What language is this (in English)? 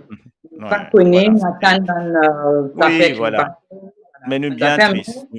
Morisyen